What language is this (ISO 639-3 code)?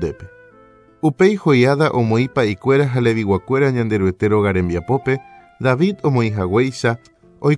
grn